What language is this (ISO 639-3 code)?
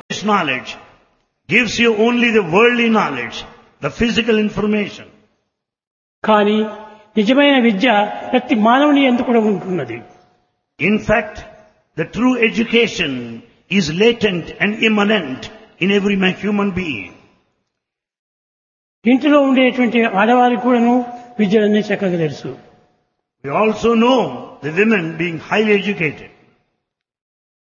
tel